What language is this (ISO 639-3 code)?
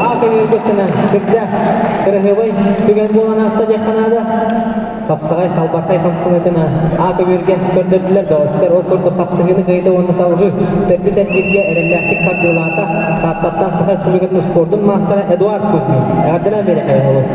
sah